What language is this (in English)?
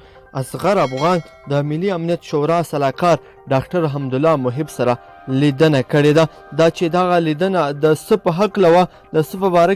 Pashto